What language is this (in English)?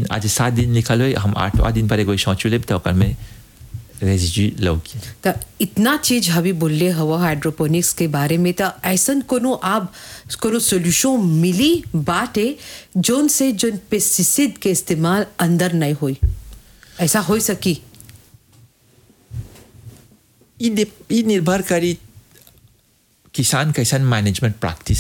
Bhojpuri